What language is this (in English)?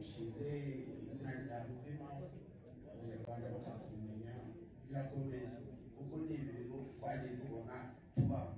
Kinyarwanda